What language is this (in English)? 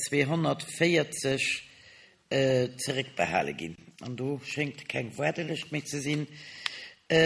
Luxembourgish